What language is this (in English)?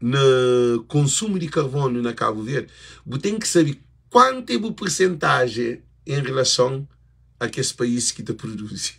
Kabuverdianu